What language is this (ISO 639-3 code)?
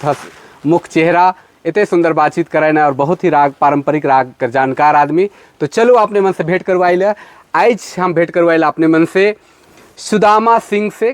sck